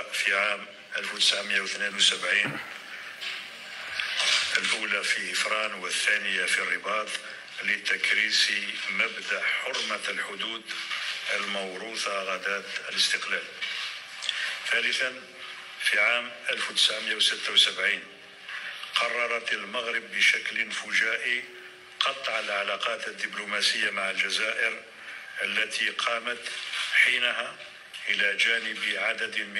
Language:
Arabic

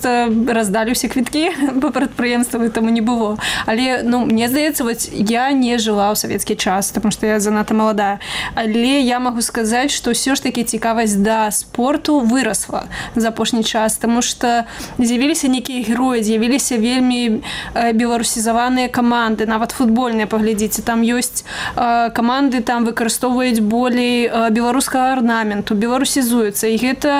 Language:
Belarusian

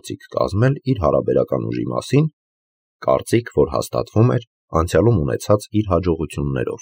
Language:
Armenian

